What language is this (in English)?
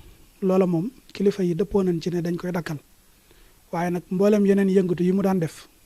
Wolof